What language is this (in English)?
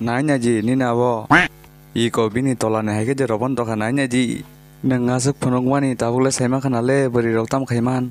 Kok Borok